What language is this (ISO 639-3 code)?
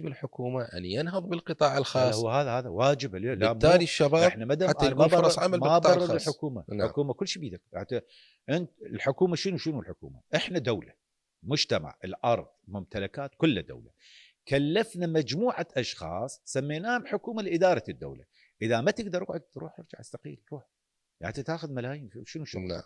acm